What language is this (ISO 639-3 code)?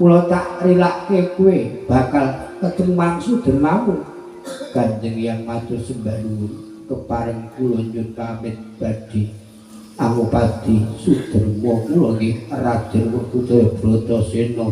jav